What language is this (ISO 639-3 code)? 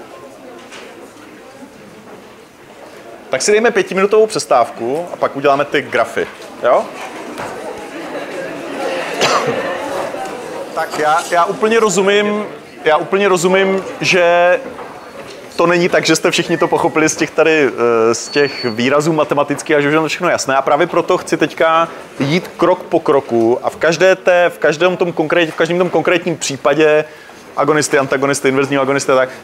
ces